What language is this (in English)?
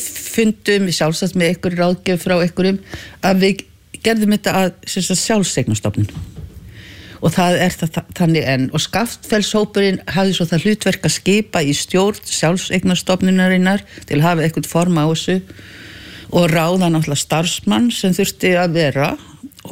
Icelandic